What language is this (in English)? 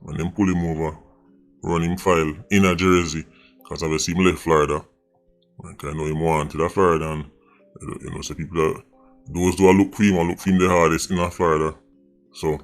Jamaican Creole English